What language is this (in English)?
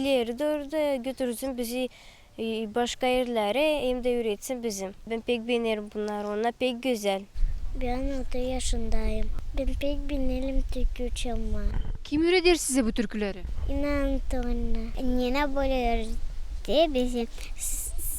Gagauz